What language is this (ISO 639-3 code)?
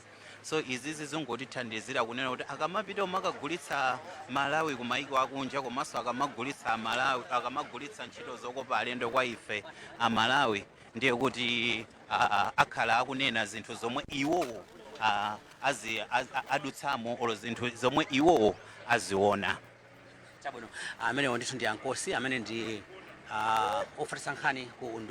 nya